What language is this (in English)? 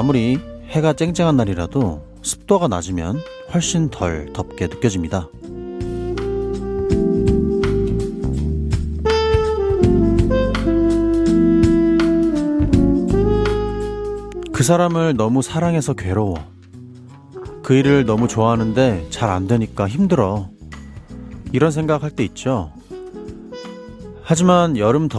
Korean